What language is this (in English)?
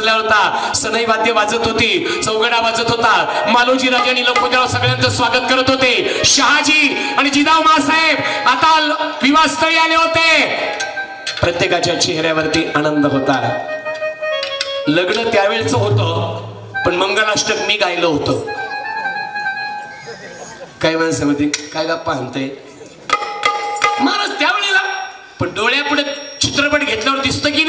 Marathi